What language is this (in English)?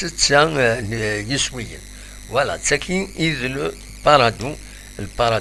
Kabyle